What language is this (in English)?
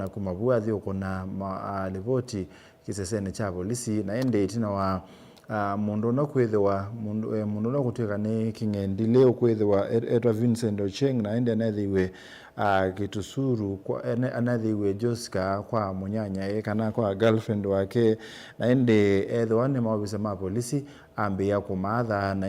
Kamba